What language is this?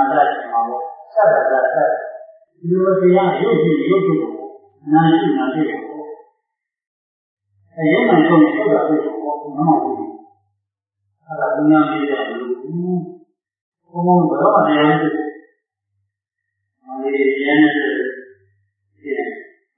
Burmese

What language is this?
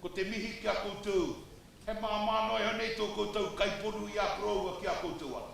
Māori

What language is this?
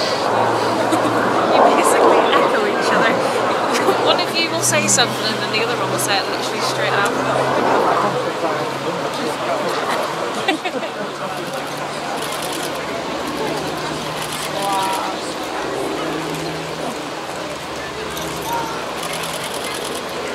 English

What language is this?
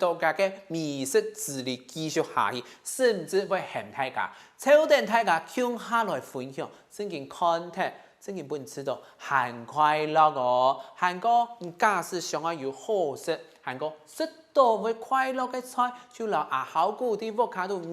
Hakka Chinese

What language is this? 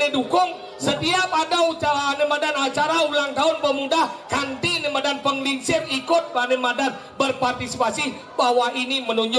Balinese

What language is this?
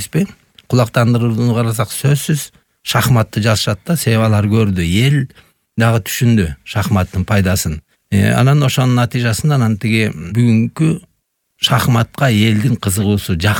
Kyrgyz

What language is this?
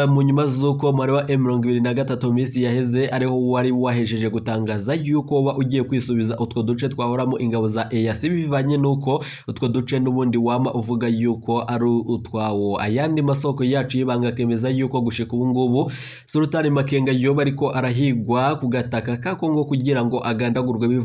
Rundi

